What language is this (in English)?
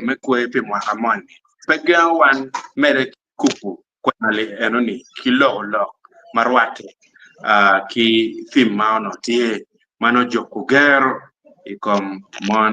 Acoli